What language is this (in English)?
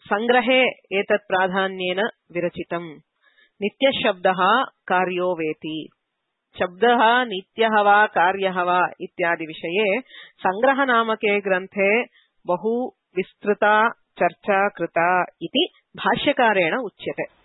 Sanskrit